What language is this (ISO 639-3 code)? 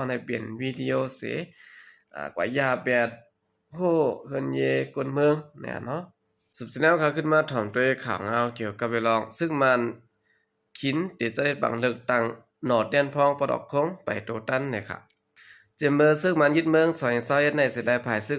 shn